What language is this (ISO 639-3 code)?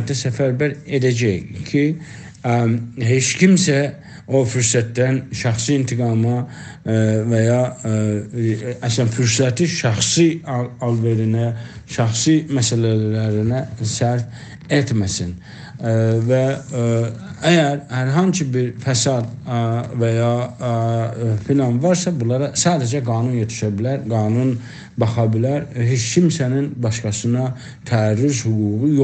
azb